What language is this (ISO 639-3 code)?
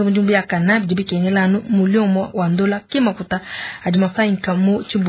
lua